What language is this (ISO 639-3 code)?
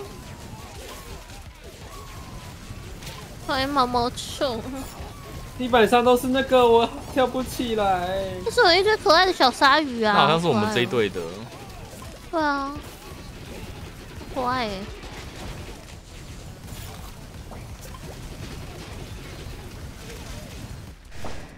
zho